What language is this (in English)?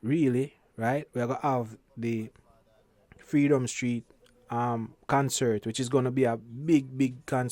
Jamaican Creole English